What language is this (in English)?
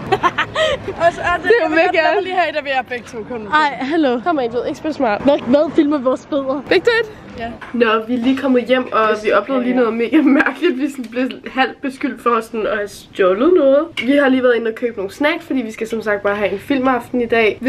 Danish